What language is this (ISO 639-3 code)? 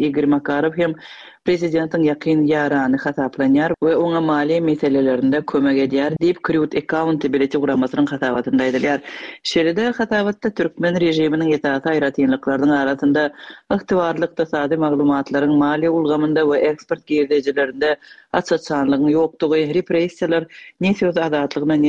tuk